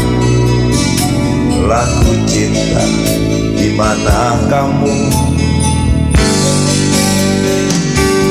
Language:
Indonesian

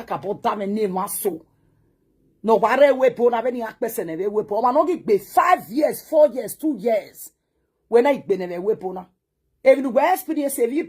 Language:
Nigerian Pidgin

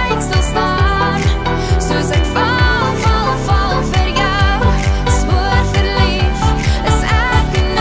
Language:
Afrikaans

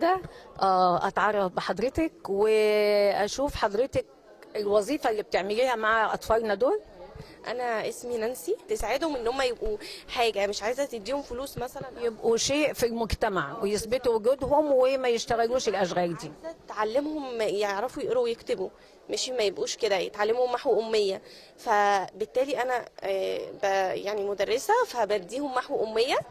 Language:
Egyptian Arabic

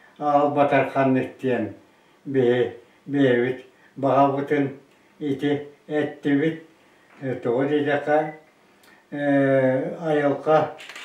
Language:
Yakut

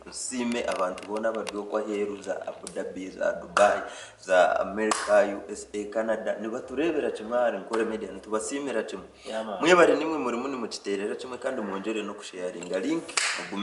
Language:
Nyankole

